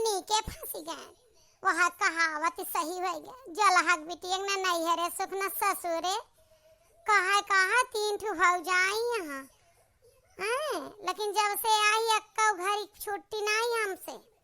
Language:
Awadhi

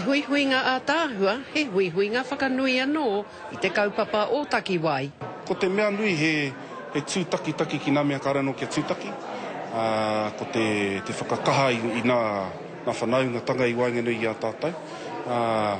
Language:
Māori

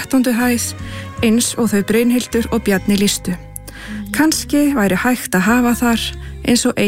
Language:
Icelandic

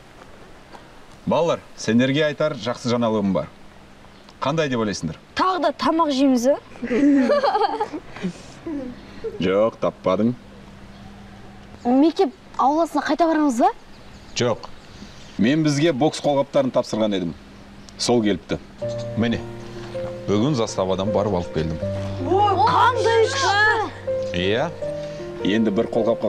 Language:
Kazakh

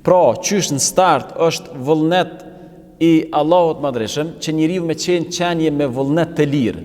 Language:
Albanian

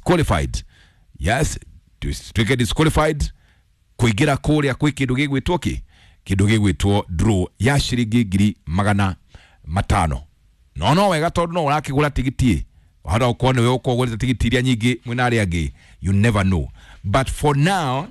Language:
Kikuyu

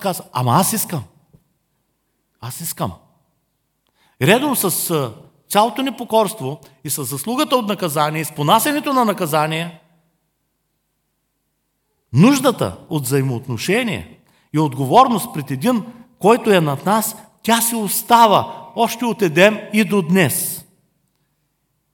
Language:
Bulgarian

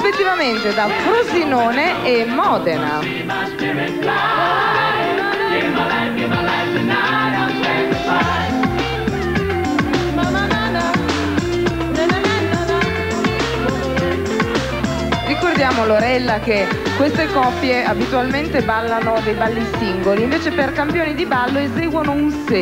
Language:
Italian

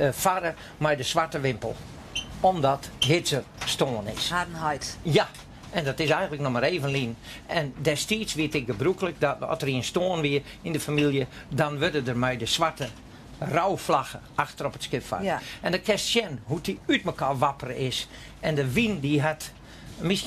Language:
Western Frisian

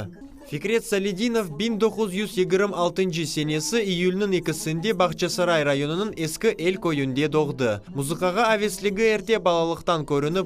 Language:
Crimean Tatar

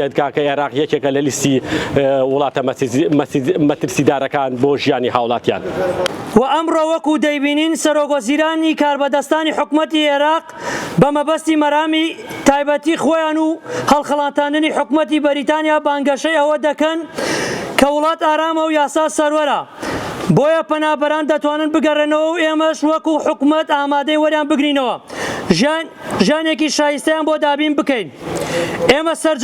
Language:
Central Kurdish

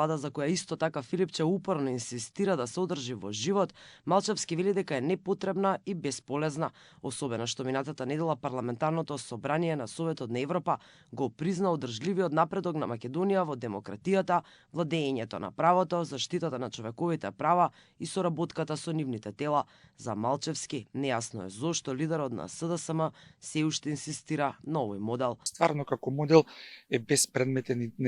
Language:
Macedonian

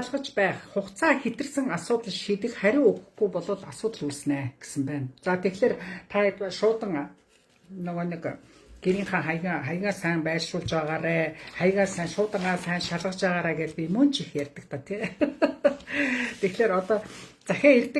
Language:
Mongolian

